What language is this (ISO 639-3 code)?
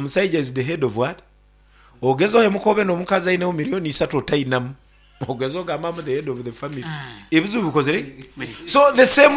nyn